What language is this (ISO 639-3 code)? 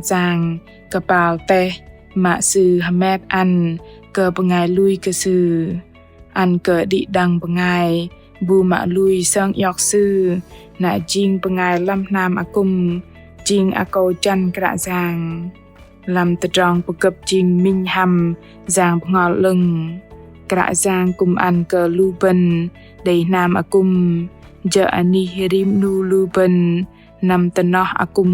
bdq